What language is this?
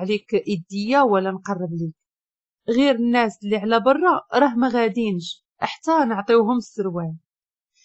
Moroccan Arabic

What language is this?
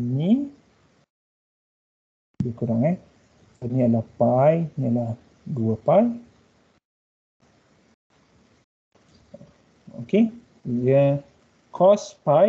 Malay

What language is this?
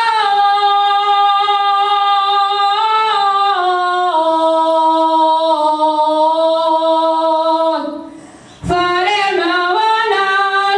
Catalan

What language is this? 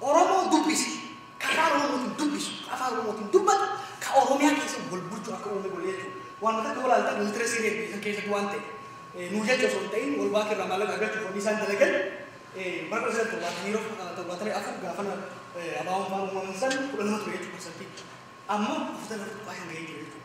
Oromo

